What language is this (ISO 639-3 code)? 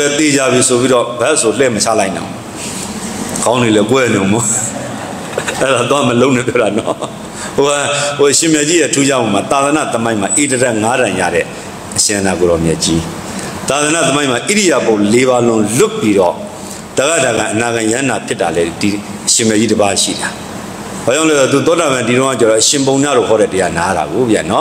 mya